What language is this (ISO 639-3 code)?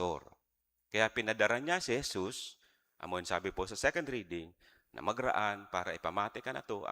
bik